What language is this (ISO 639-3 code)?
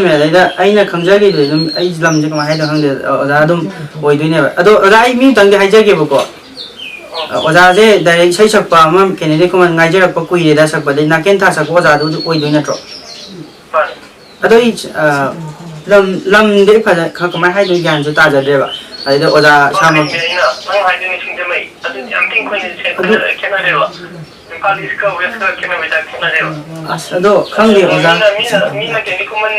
mni